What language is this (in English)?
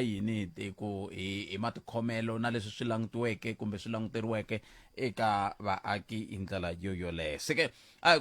Tsonga